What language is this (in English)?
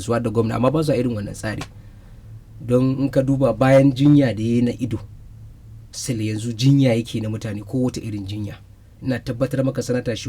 Hausa